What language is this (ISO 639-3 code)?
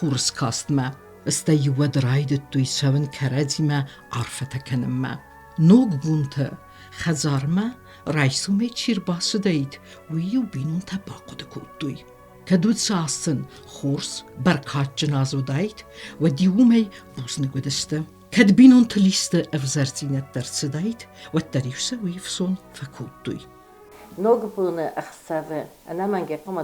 oss